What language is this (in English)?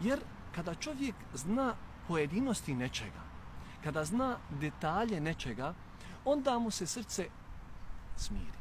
Bosnian